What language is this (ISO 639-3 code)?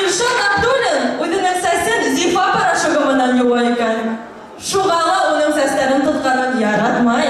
bak